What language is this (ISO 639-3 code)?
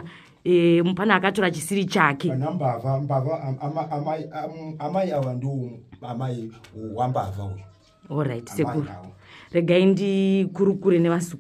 sna